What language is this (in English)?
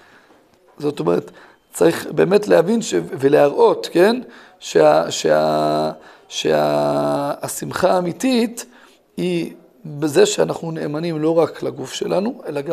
Hebrew